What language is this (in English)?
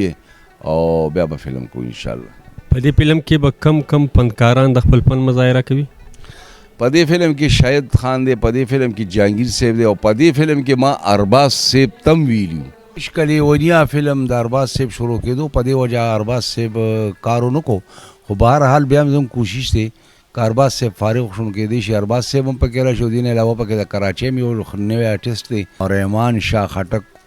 Pashto